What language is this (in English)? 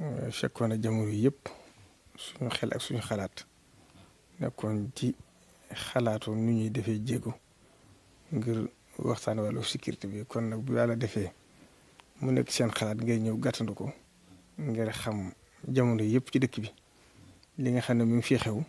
Wolof